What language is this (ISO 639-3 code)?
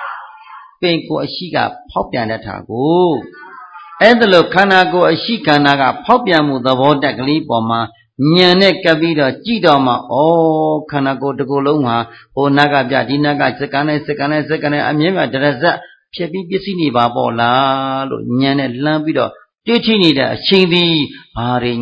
mya